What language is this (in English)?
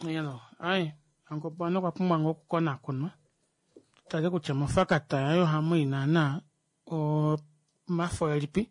Kuanyama